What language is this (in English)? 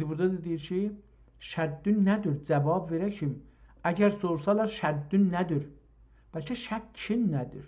South Azerbaijani